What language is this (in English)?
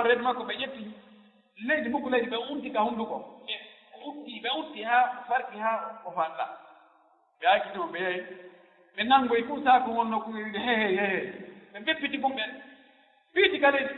Fula